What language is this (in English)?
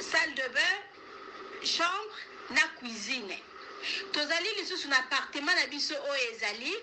Lingala